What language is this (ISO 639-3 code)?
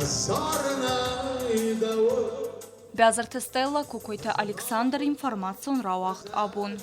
oss